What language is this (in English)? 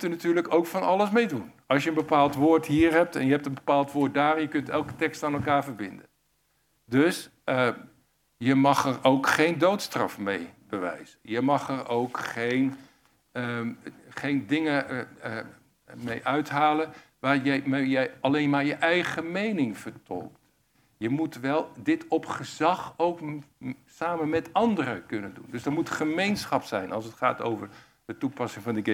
Dutch